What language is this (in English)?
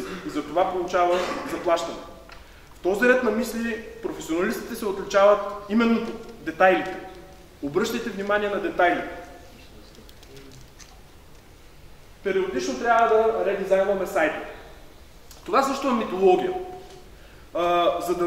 Bulgarian